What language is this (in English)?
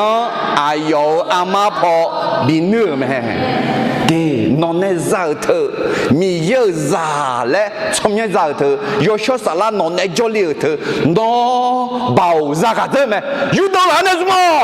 Akha